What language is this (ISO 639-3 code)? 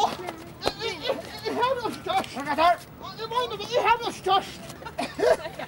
fao